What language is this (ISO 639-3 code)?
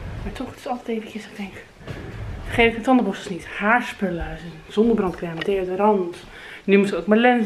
nld